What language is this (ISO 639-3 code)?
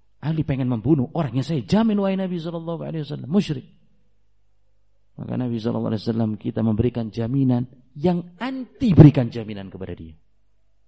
ind